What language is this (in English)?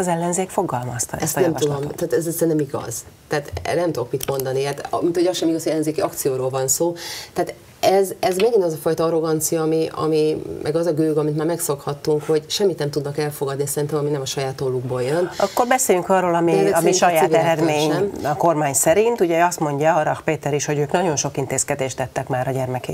Hungarian